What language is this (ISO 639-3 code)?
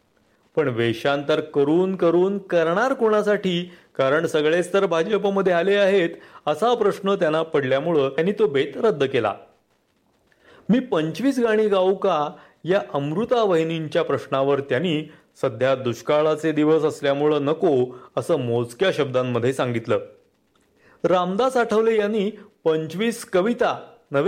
mar